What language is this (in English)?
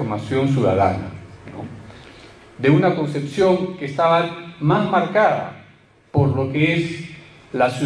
Spanish